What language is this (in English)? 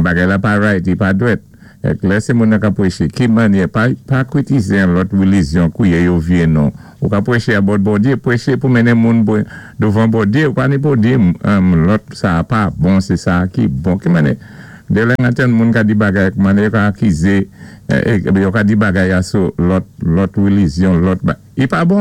Saint Lucian Creole French